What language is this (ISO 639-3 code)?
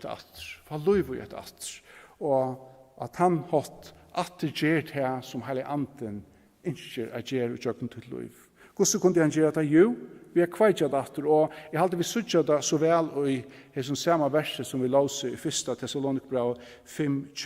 fao